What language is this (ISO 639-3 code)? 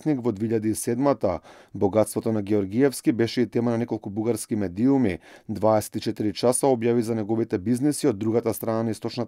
mkd